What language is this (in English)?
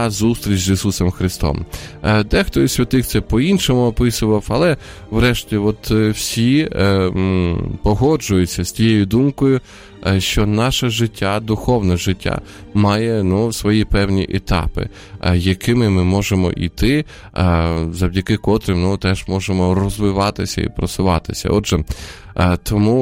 Ukrainian